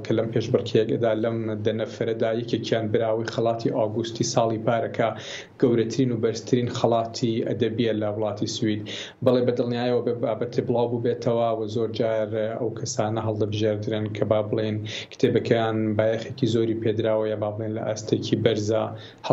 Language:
Central Kurdish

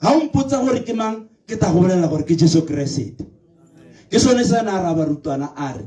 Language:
Tswana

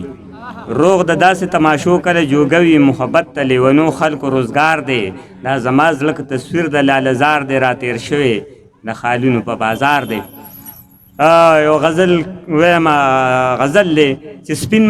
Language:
Pashto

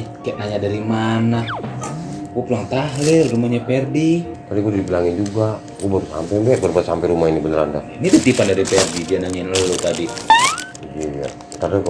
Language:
Betawi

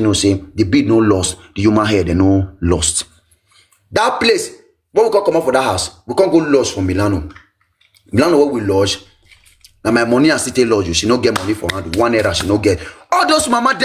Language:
Nigerian Pidgin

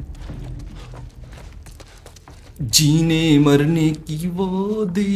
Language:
Hindi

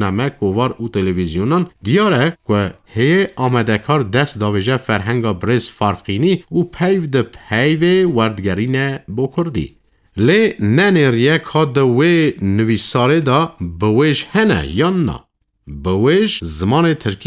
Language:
Kurdish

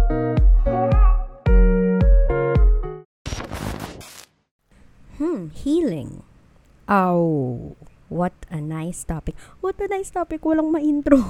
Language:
Filipino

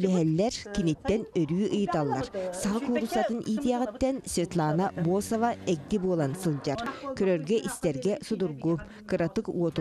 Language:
Yakut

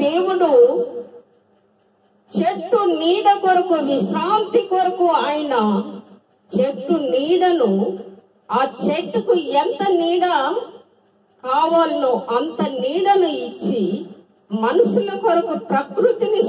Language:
Telugu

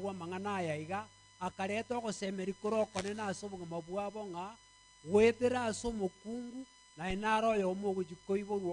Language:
Gusii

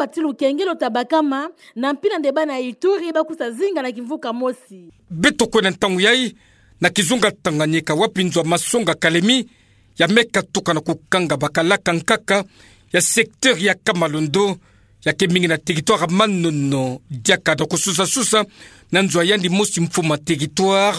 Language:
Kituba (Democratic Republic of Congo)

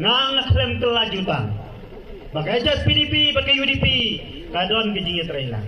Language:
Khasi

